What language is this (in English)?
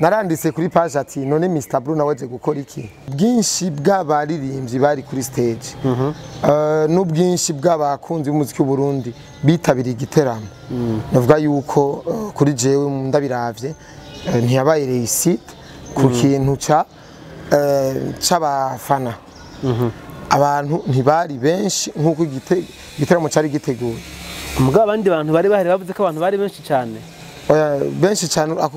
Rundi